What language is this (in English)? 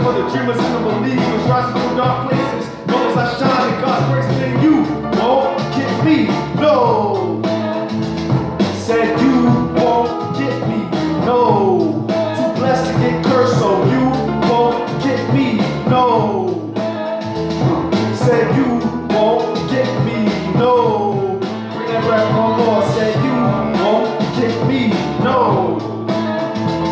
English